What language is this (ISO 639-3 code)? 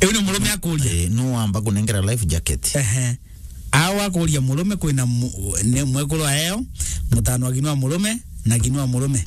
mer